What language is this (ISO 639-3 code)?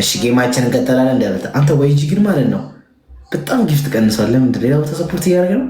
amh